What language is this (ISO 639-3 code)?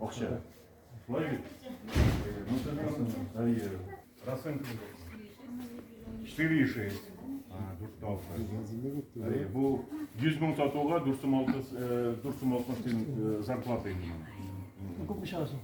tat